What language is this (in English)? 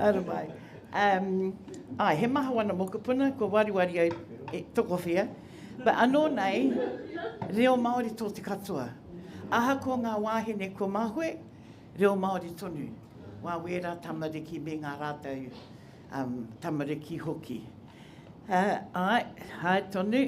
Māori